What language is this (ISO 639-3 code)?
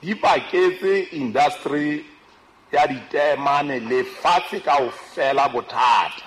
sot